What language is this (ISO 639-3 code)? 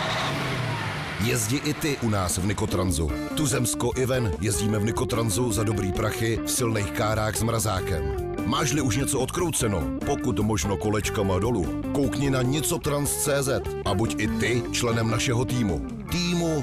ces